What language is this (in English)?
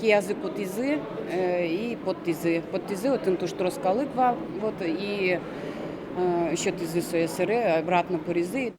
Udmurt